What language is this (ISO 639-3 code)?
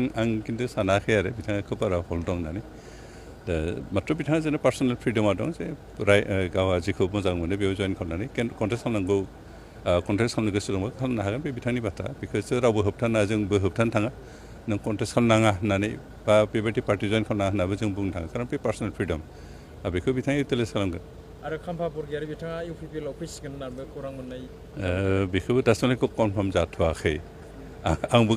brx